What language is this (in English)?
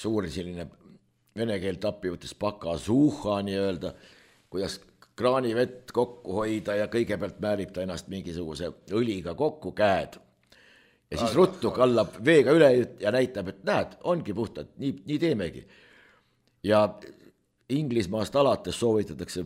Estonian